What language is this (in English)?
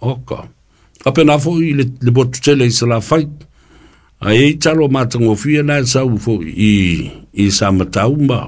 Samoan